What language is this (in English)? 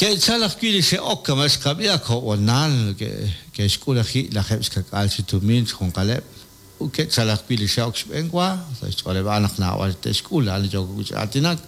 Kekchí